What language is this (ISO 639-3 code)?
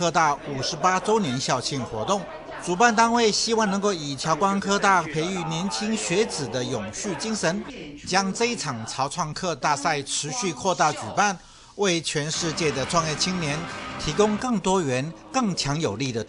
zho